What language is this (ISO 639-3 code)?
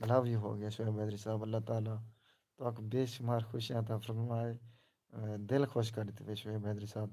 skr